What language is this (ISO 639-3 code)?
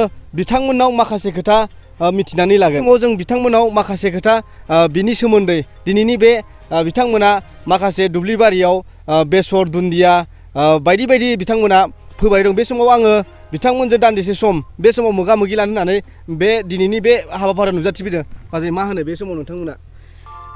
brx